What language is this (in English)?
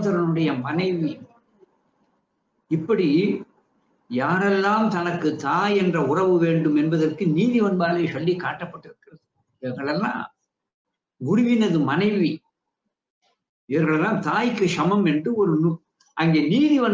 Tamil